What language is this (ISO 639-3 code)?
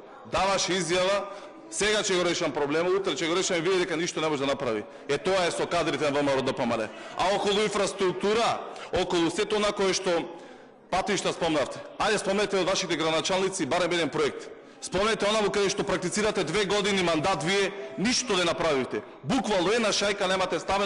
mkd